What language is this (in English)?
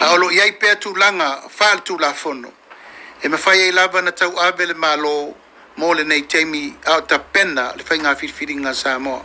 Samoan